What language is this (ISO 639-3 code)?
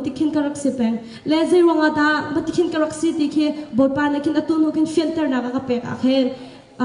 cnh